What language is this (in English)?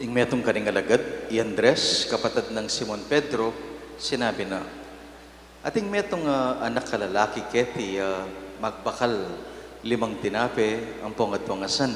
Pampanga